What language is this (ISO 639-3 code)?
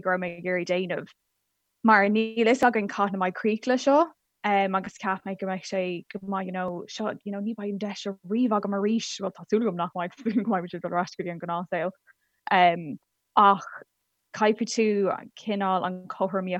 gle